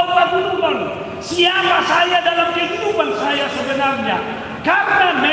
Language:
Batak Toba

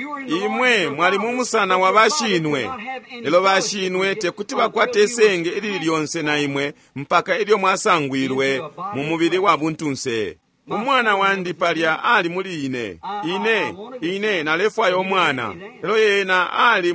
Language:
Bemba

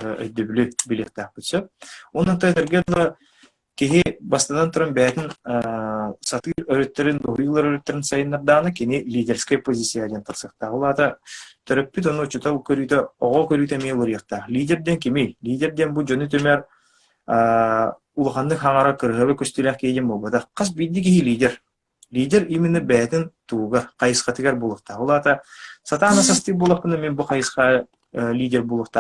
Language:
Yakut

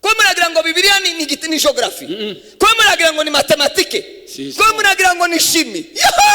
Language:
Kinyarwanda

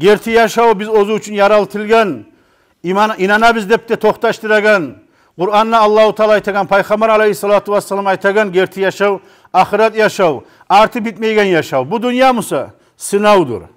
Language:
Kumyk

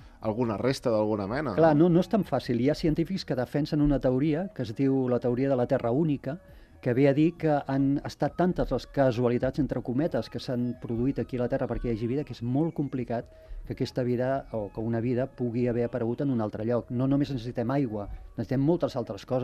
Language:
Catalan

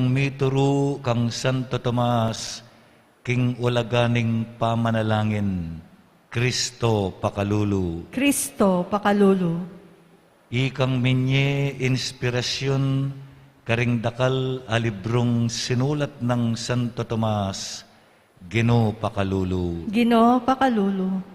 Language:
Pampanga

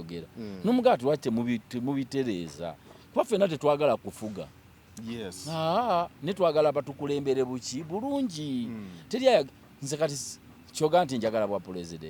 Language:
Ganda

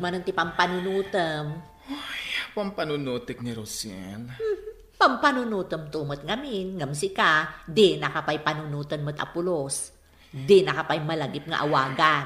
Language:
Iloko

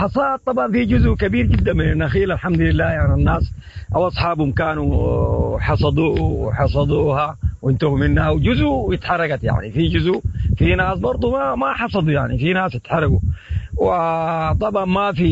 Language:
Sudanese Arabic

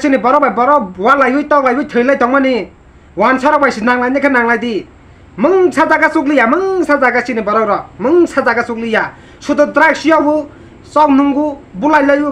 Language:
Kok Borok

